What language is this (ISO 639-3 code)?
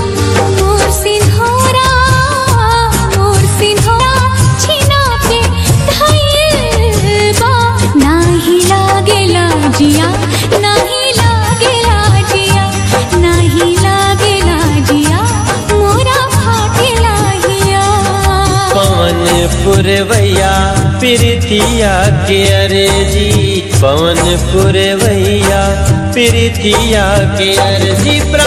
bho